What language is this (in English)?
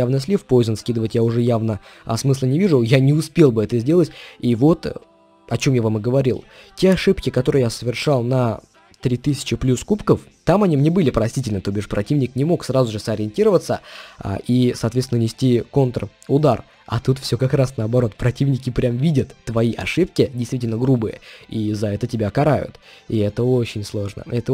Russian